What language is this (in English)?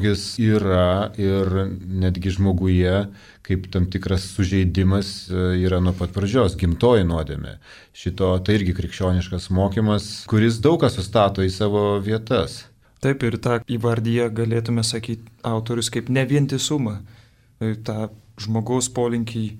Lithuanian